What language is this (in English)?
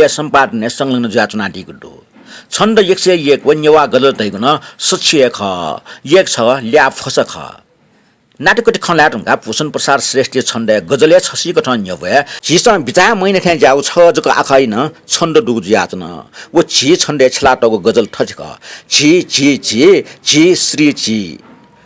Newari